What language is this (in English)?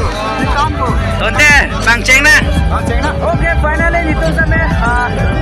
Karbi